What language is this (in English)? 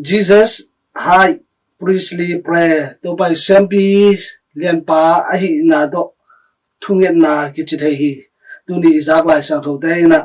Tedim Chin